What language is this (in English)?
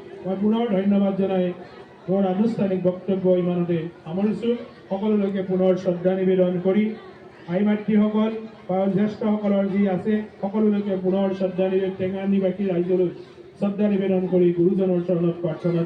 Assamese